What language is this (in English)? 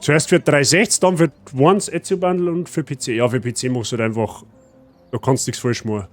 Bavarian